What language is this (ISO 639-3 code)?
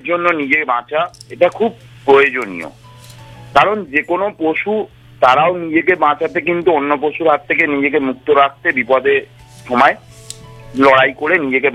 ben